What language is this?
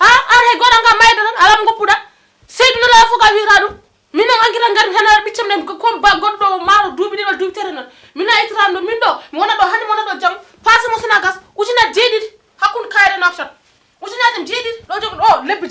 Fula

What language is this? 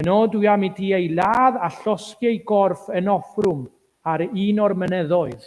Welsh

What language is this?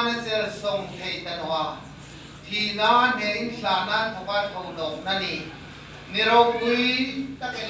Hmar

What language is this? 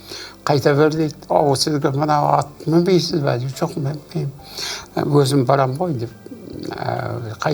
Kazakh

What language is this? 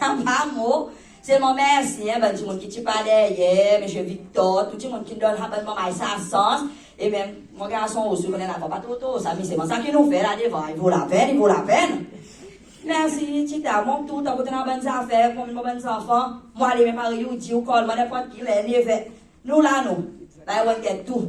Seselwa Creole French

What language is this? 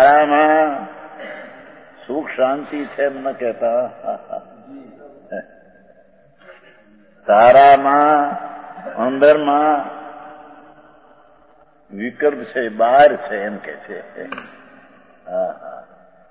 Gujarati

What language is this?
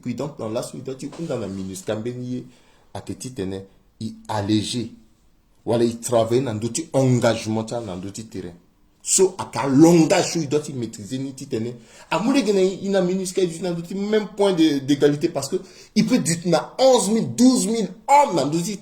Sango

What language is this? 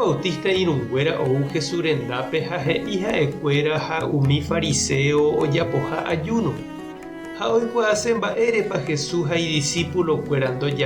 Guarani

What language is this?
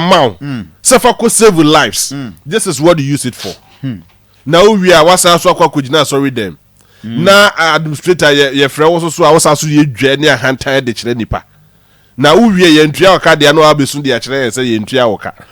Akan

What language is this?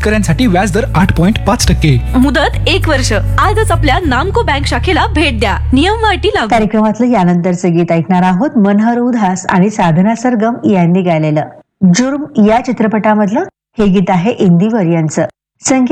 Marathi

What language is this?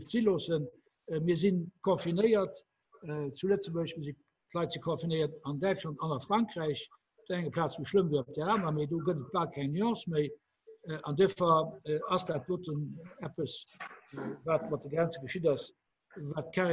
Luxembourgish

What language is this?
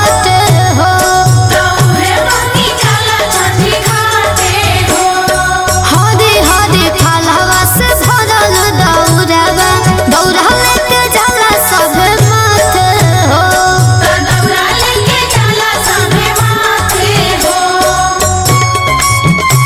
Bhojpuri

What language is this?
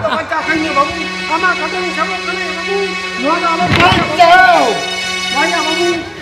Santali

